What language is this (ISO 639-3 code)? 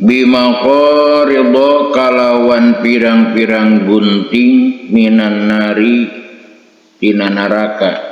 sun